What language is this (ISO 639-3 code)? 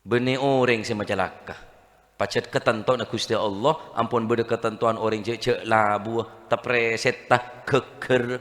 mad